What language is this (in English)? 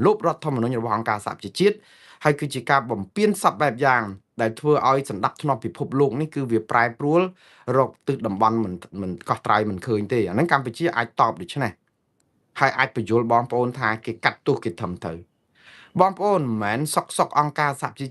Khmer